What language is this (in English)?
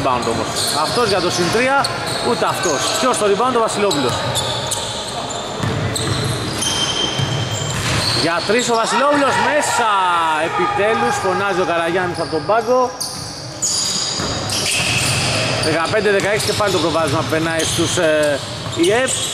Greek